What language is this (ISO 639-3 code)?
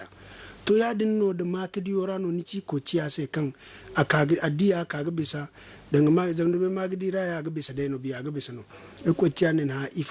dje